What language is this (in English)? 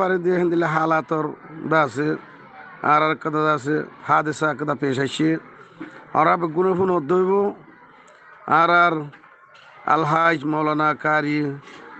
Rohingya